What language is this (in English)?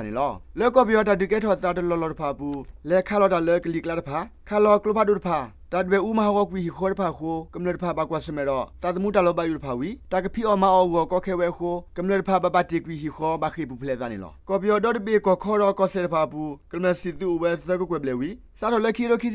S'gaw Karen